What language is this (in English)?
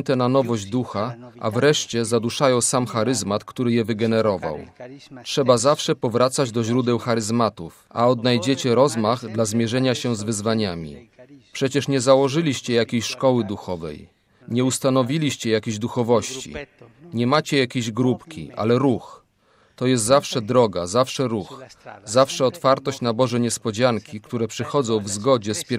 Polish